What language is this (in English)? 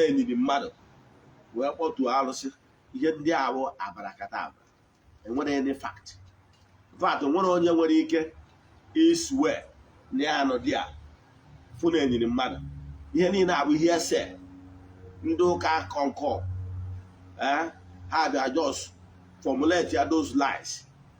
Igbo